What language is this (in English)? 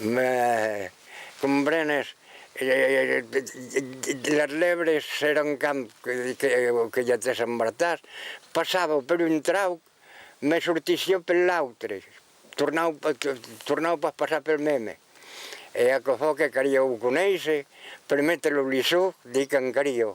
Occitan